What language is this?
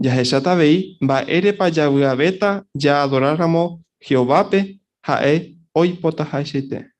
Guarani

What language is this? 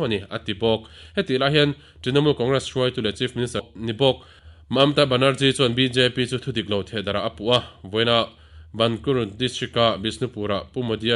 Mizo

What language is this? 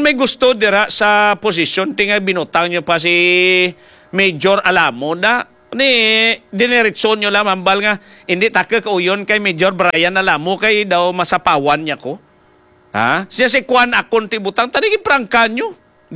Hiligaynon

